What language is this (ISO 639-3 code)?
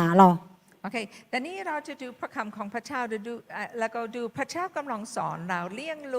ahk